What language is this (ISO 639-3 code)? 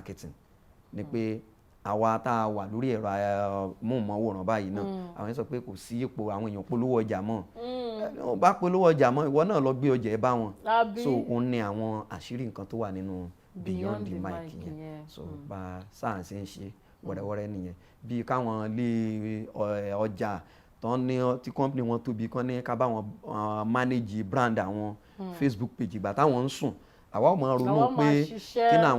yor